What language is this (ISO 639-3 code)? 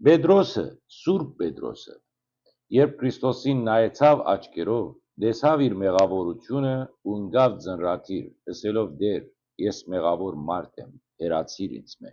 hyw